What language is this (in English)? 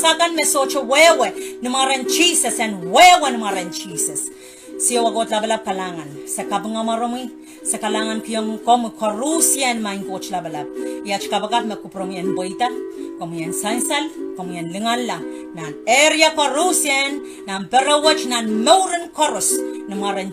Pohnpeian